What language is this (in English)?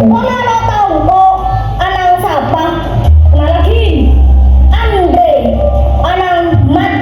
Madurese